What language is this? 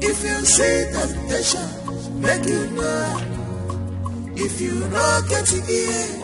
Nigerian Pidgin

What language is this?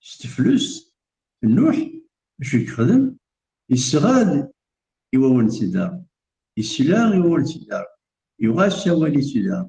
Kabyle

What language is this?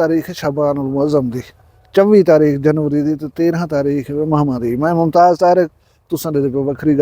Saraiki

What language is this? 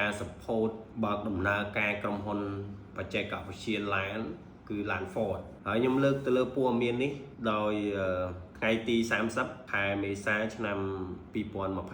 Khmer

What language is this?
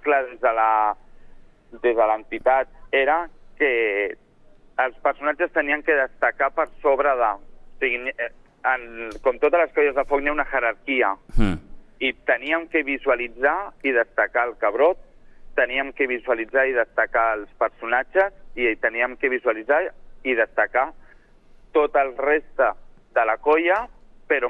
Catalan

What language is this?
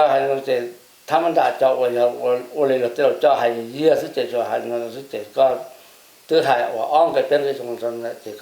Hmong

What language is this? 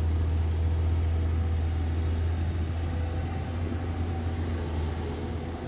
Lao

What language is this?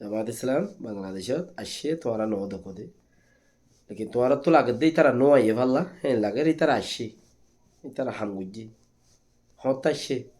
Rohingya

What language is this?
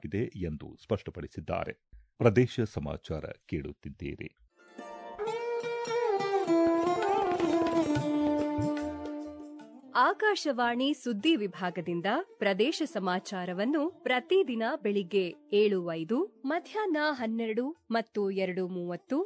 Kannada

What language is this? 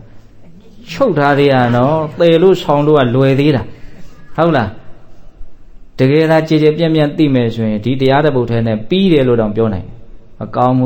Burmese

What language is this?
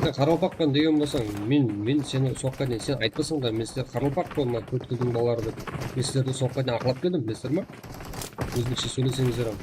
Kara-Kalpak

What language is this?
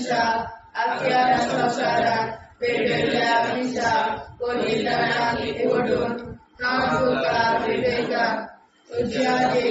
Konkani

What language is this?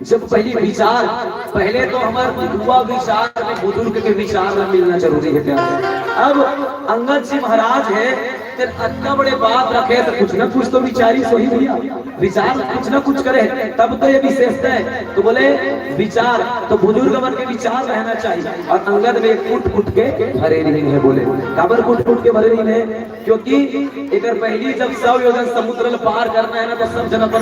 Chhattisgarhi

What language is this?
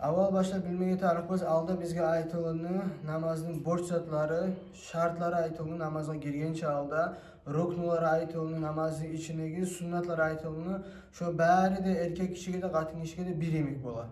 Kumyk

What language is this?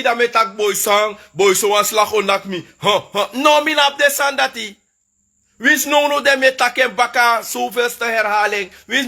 Sranan Tongo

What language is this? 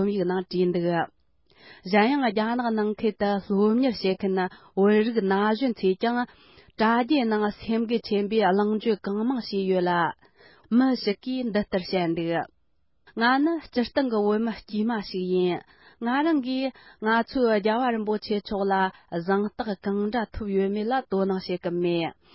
Tibetan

